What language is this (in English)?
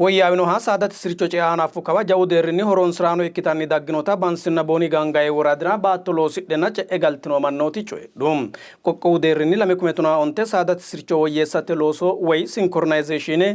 Sidamo